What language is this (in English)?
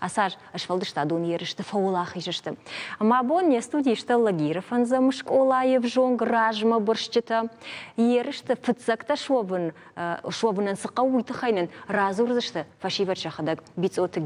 Ossetic